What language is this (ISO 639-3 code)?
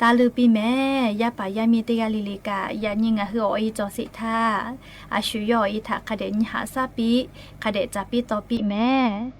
lhu